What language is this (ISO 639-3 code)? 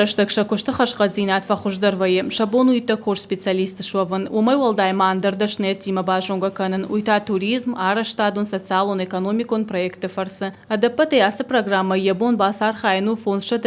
oss